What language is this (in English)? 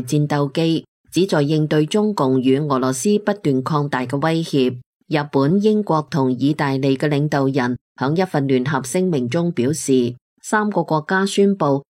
Cantonese